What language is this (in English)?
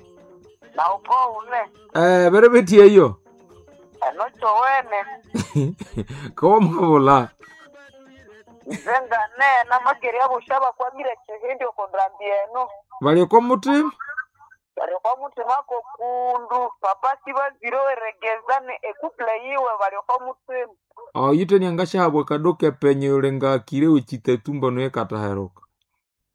Swahili